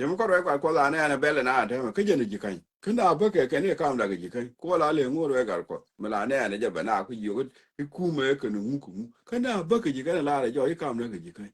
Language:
Nuer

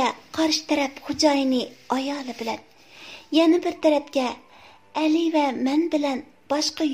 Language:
Uyghur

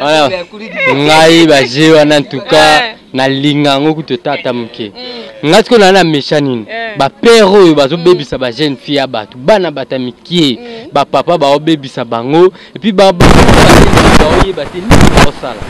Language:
Lingala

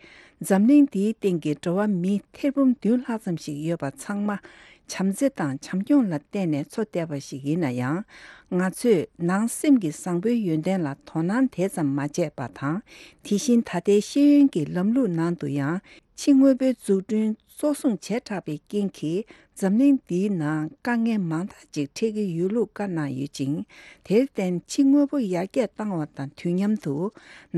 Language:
Tibetan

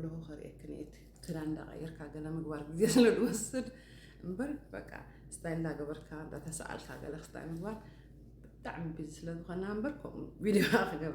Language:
Tigrinya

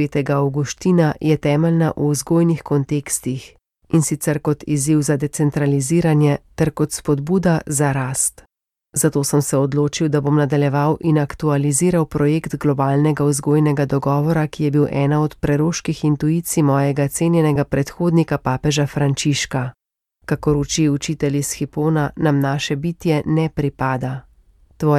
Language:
Slovenian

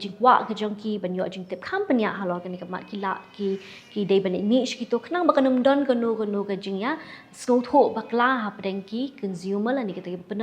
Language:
Khasi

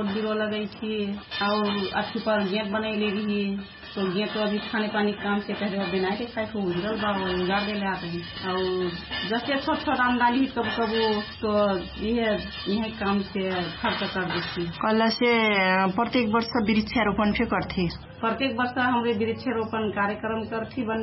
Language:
Dangaura Tharu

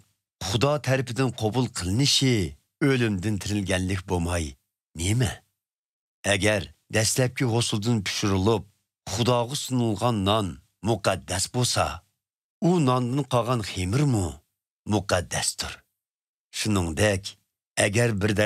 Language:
Uyghur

